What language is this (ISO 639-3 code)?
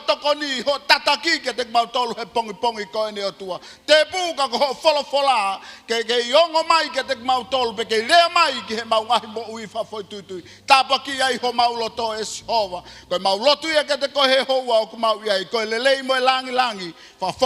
ton